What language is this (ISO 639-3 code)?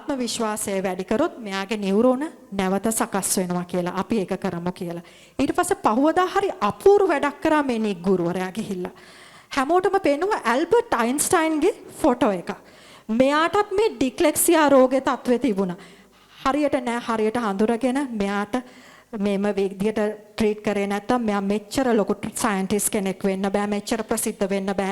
sin